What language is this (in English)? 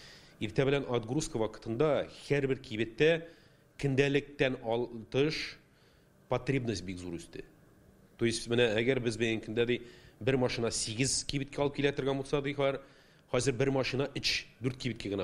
Tatar